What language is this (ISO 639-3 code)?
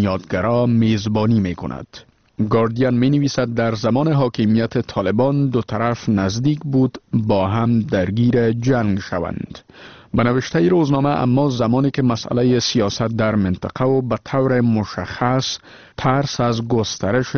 fas